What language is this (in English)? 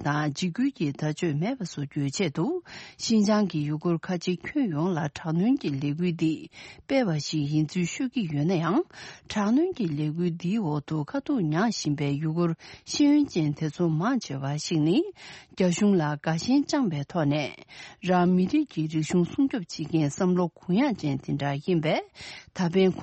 Tibetan